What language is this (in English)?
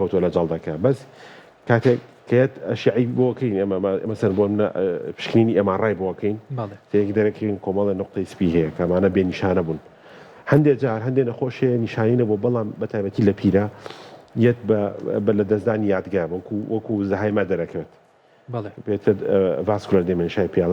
Central Kurdish